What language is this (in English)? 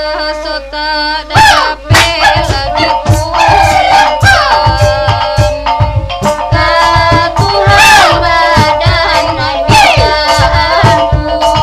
Minangkabau